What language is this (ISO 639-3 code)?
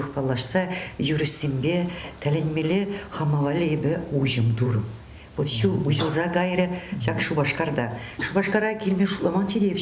chv